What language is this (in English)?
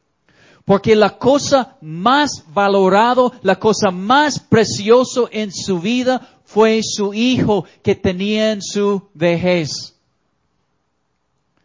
Spanish